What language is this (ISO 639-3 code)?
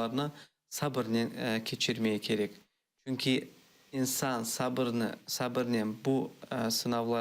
crh